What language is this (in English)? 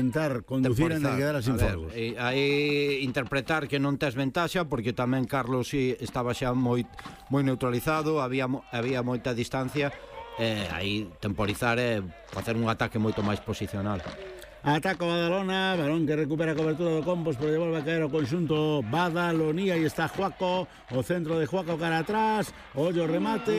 Galician